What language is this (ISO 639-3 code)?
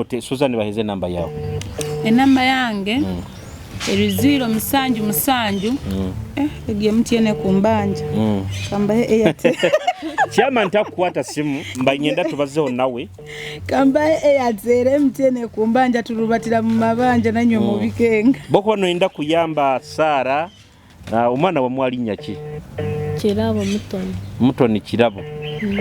nyo